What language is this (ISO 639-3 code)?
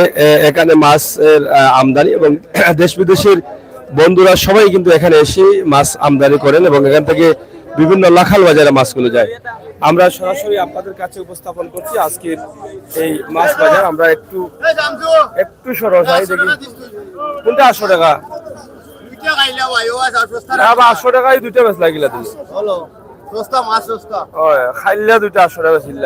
syl